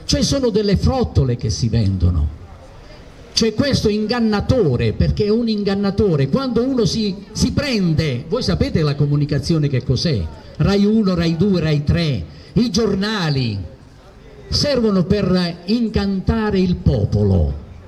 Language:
Italian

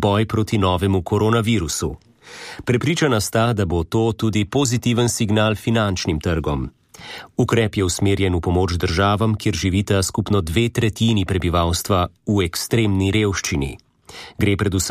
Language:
Slovenian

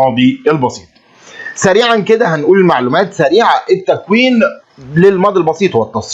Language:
Egyptian Arabic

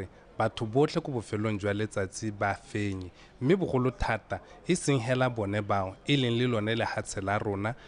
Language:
Tswana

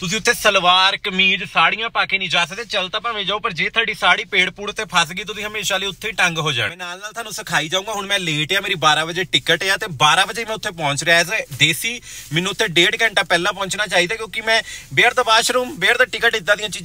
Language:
Punjabi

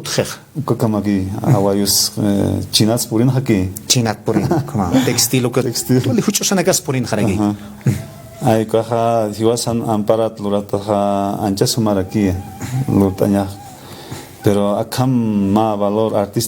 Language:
Aymara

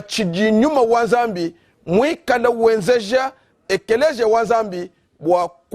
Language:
Luba-Lulua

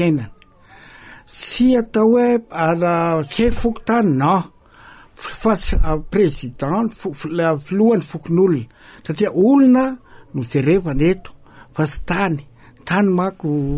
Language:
Malagasy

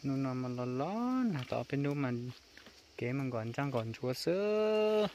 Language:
Hmong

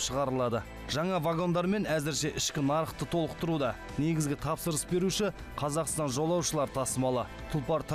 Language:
Kazakh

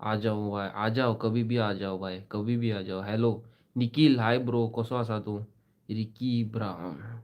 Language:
Konkani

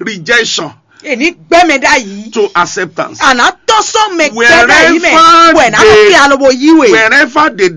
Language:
Fon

